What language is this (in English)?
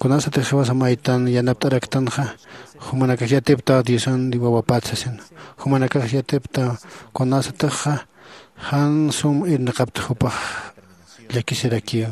Aymara